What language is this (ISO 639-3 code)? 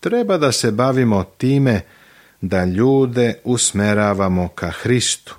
srp